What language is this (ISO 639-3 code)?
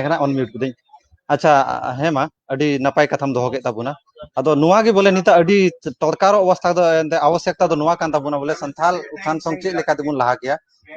sat